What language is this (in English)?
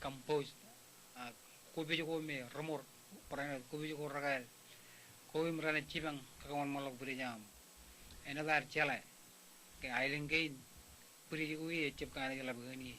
Marshallese